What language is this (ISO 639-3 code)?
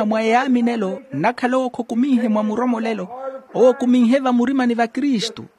vmw